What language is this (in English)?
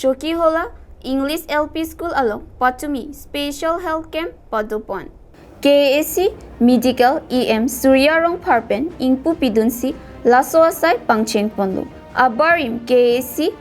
Karbi